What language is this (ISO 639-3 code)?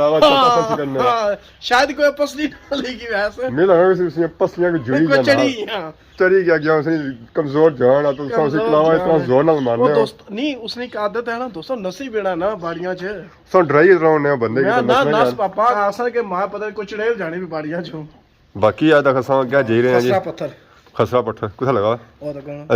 phr